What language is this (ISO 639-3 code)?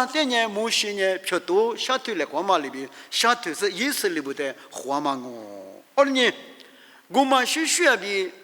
lis